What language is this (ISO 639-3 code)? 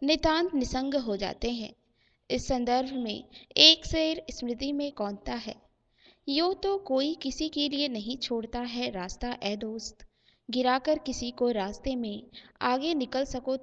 hin